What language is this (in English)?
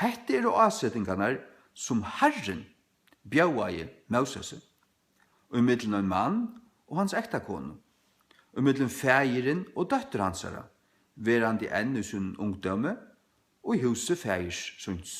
Faroese